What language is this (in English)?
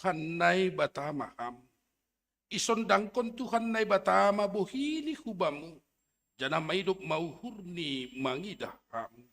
Batak Simalungun